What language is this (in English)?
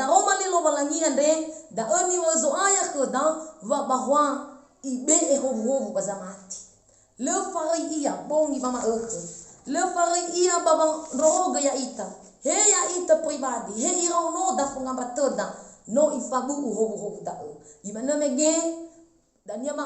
Nias